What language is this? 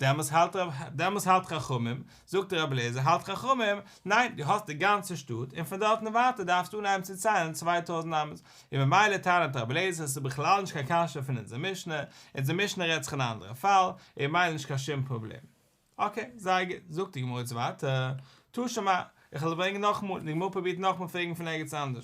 Yiddish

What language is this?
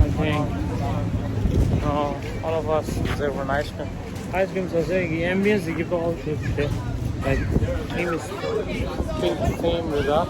Tibetan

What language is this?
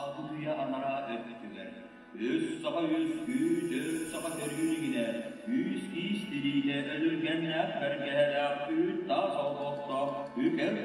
Yakut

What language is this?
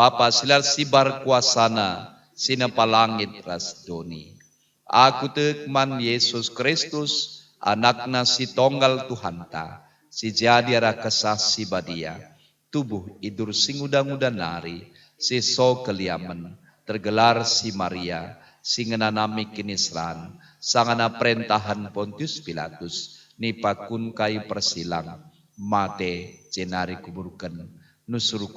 Batak Karo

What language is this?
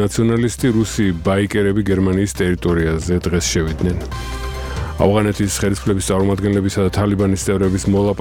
Georgian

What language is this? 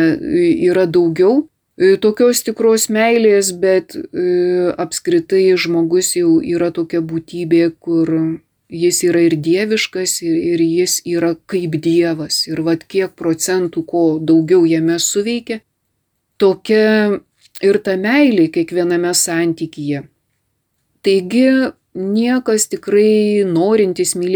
Lithuanian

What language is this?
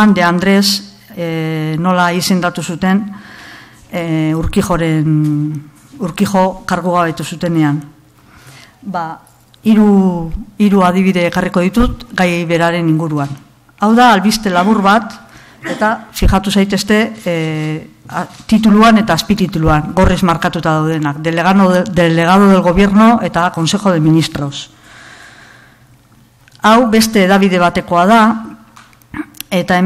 Basque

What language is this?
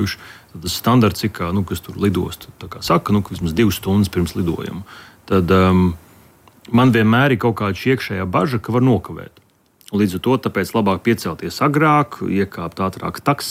Latvian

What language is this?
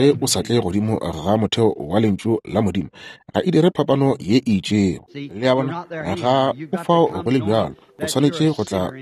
Northern Sotho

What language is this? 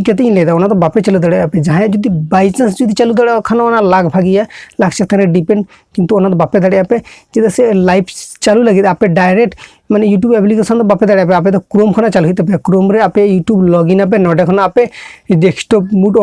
Santali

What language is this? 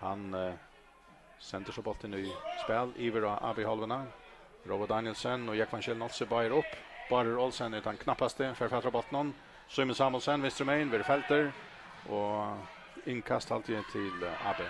Faroese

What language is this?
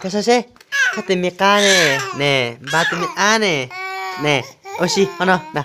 Hmong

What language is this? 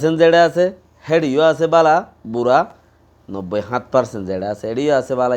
Rohingya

